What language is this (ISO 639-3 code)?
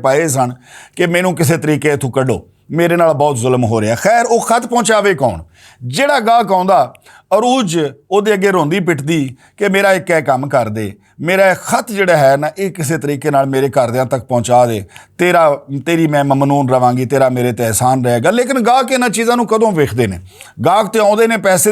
lah